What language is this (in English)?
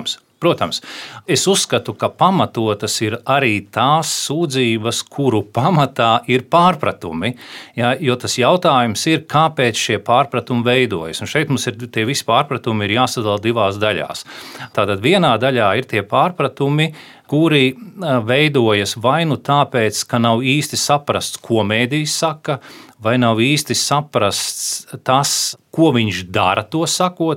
Latvian